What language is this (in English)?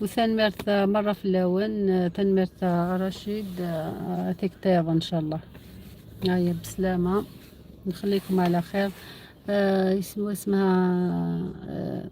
Algerian Arabic